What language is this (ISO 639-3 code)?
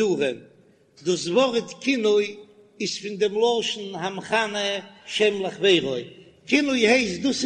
yid